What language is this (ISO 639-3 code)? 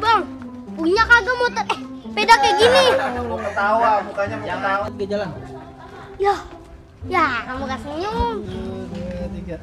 bew